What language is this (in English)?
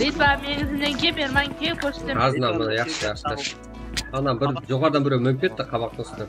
Kara-Kalpak